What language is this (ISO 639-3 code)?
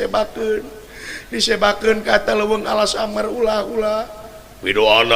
sun